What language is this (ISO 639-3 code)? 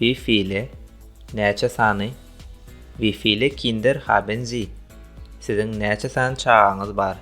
tuk